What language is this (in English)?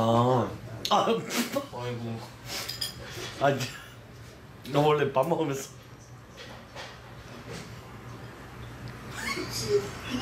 Korean